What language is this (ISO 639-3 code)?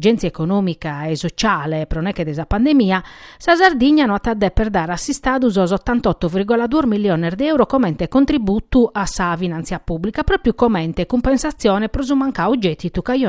srd